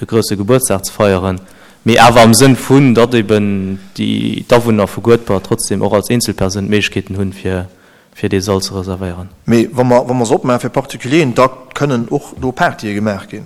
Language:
Luxembourgish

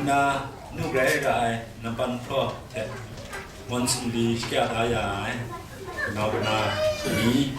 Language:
Kachin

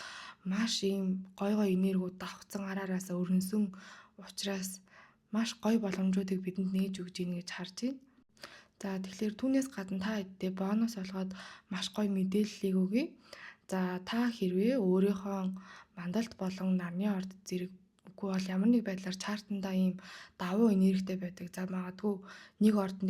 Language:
Mongolian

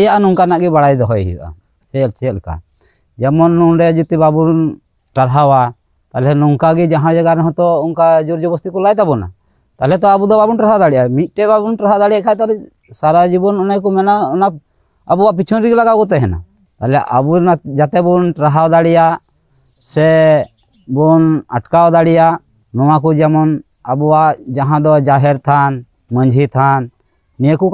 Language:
Santali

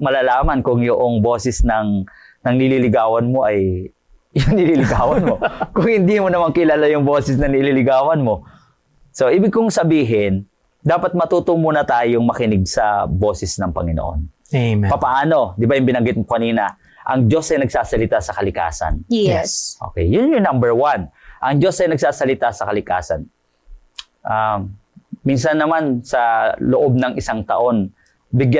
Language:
Filipino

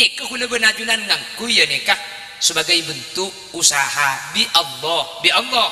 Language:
Madurese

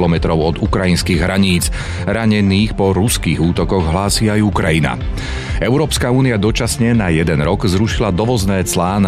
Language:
Slovak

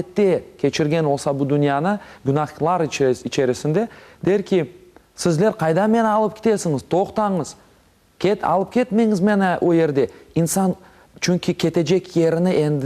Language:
Crimean Tatar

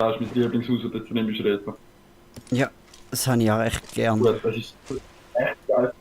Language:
Swiss German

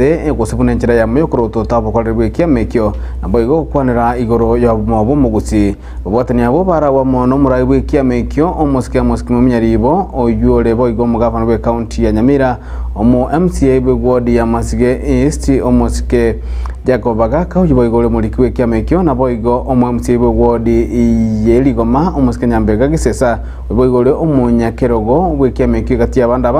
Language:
Gusii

